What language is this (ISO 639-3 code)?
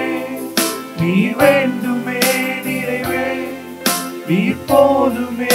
tam